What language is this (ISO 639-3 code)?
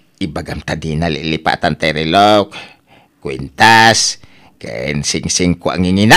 ilo